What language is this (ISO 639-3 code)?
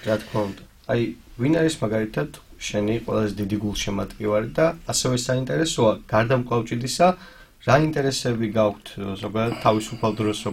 kat